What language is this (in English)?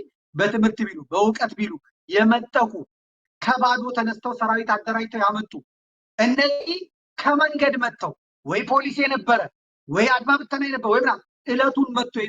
Amharic